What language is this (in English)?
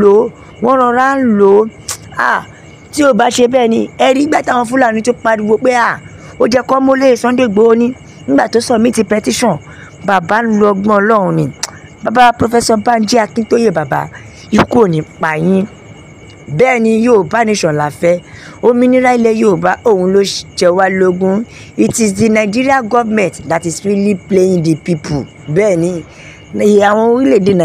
Yoruba